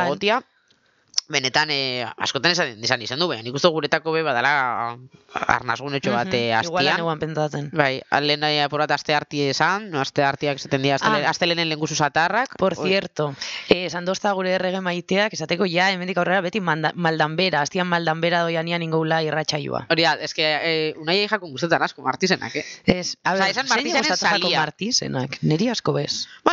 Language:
Basque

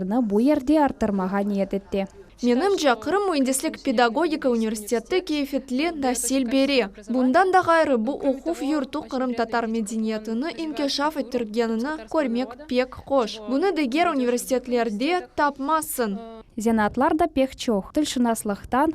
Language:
Crimean Tatar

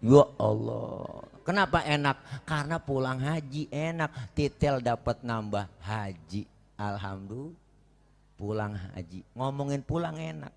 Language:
Betawi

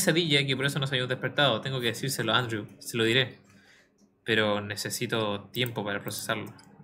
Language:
Spanish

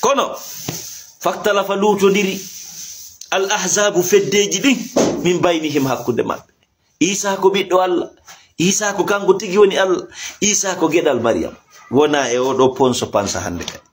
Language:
Fula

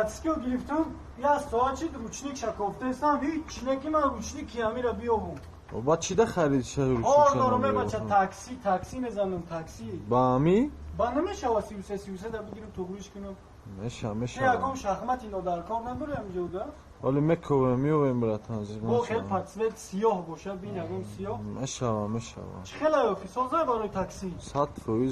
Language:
Tajik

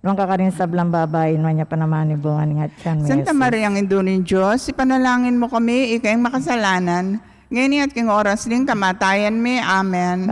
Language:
Pampanga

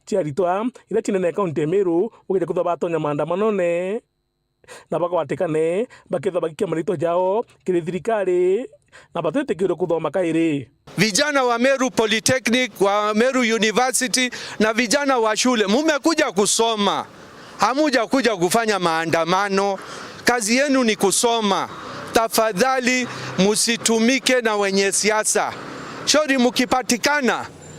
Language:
Meru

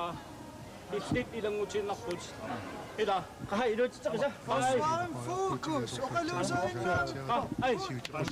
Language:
Kalaallisut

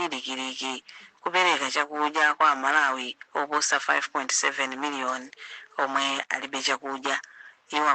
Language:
Nyanja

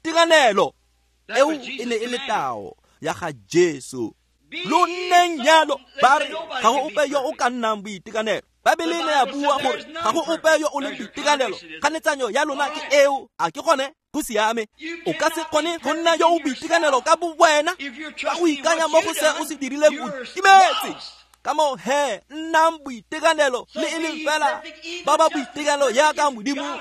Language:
Tswana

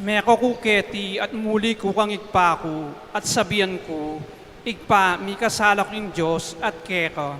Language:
Pampanga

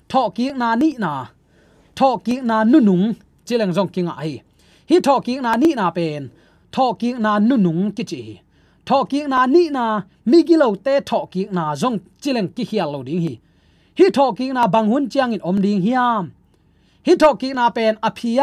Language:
Tedim Chin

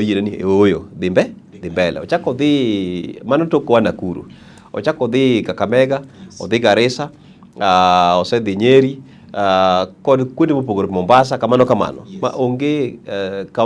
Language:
Luo (Kenya and Tanzania)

